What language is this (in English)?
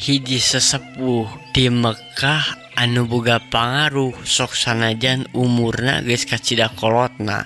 Sundanese